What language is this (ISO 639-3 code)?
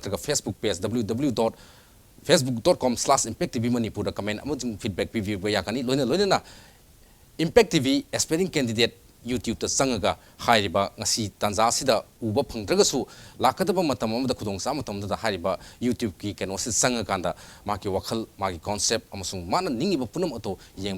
mni